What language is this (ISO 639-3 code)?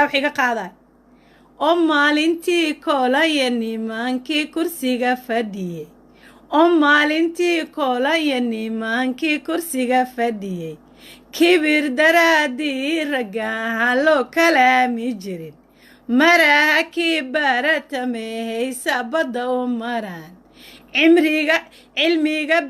som